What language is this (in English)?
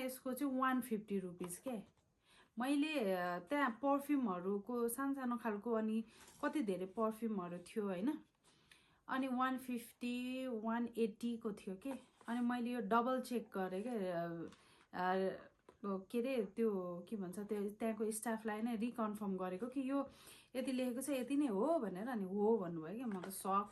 Nepali